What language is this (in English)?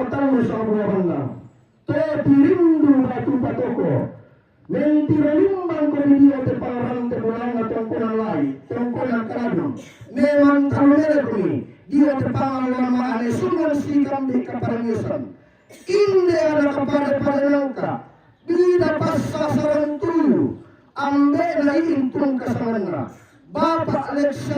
Toraja-Sa'dan